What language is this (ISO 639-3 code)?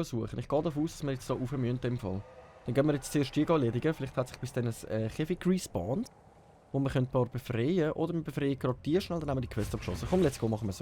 gsw